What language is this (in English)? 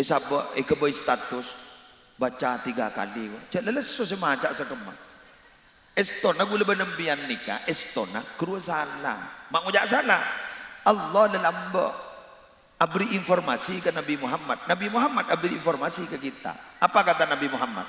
Madurese